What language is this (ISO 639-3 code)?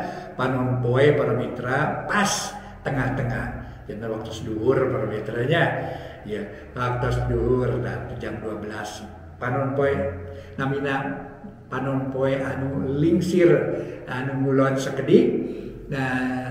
sun